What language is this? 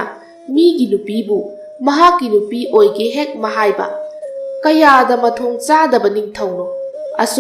Manipuri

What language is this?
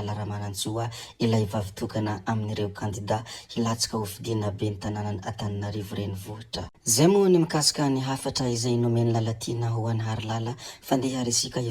Malagasy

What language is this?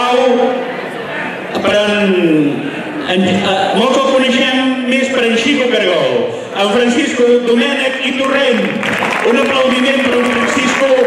Catalan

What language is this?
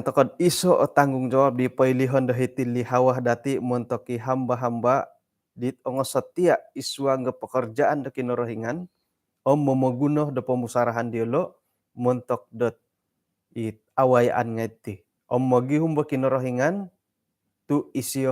Central Dusun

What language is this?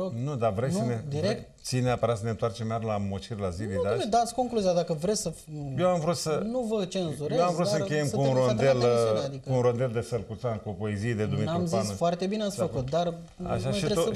Romanian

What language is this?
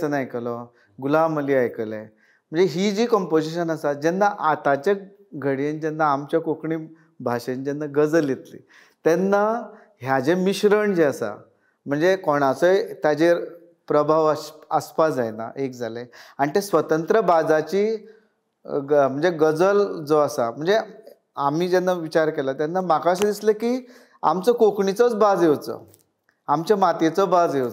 Konkani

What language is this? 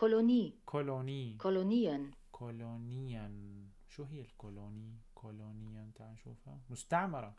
North Levantine Arabic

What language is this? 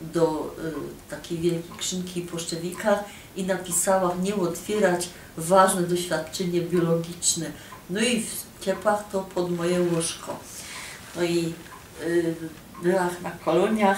Silesian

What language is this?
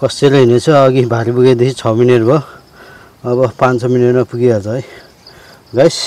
Nepali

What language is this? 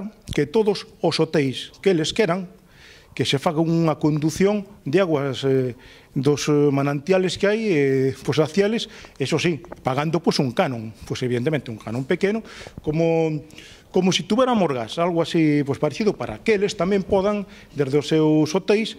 Galician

